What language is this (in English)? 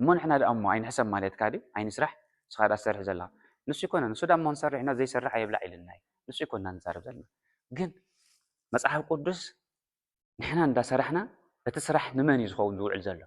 Tigrinya